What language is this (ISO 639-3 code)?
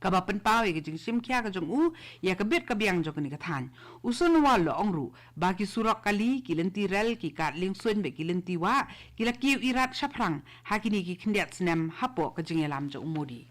kha